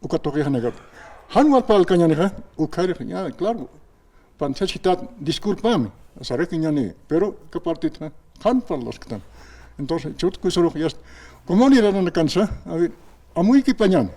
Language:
Aymara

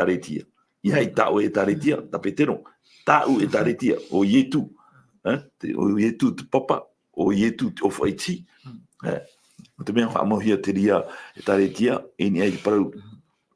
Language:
Tahitian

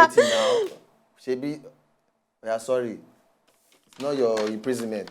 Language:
Nigerian Pidgin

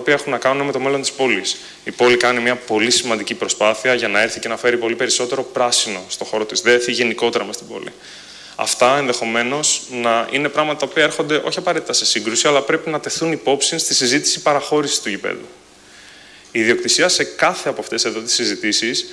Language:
Greek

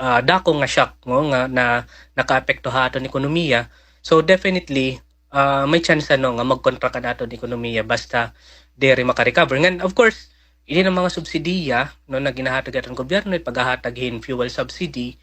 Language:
Waray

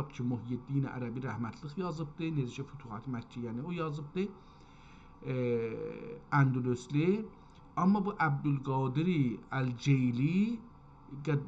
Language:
South Azerbaijani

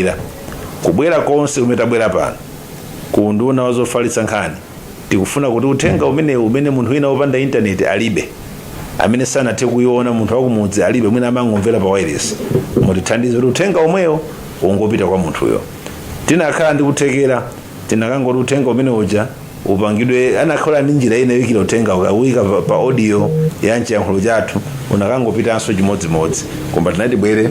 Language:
Nyanja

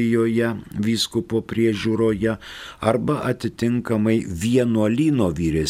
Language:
Lithuanian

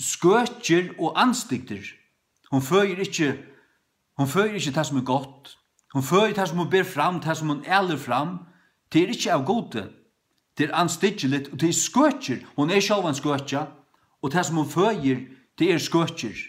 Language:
Faroese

